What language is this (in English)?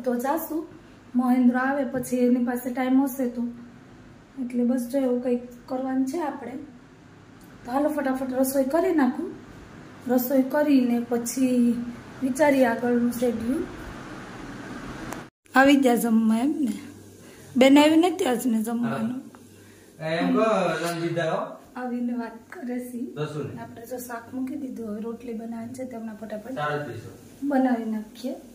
Gujarati